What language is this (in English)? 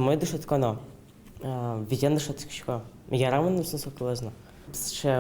Udmurt